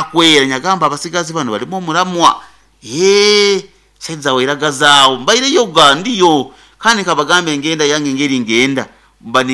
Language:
Nyoro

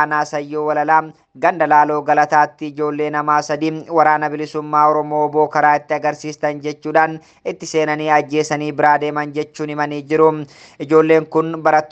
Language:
Oromo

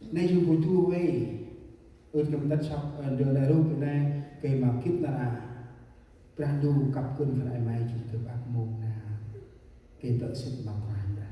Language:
Central Mnong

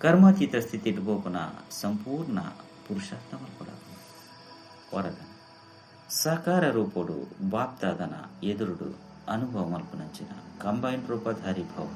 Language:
Tulu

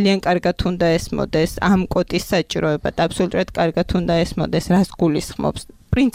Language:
Georgian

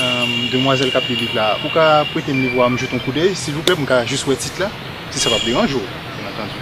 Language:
Haitian Creole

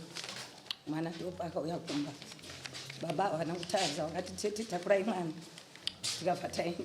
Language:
Shona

